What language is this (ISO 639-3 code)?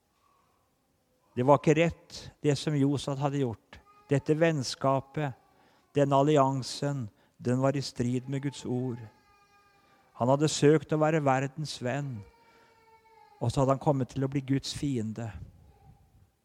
nor